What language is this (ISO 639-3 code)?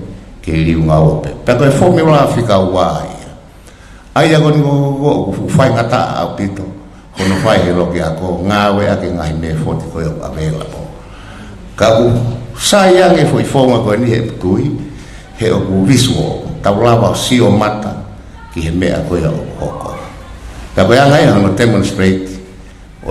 ton